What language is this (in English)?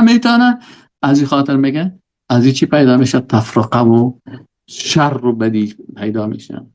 Persian